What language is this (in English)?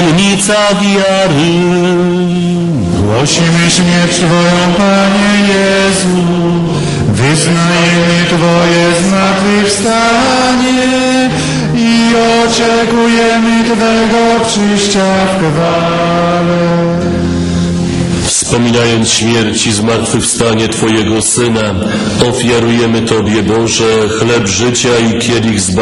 Polish